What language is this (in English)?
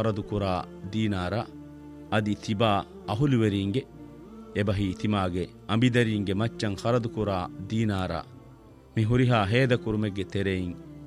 Divehi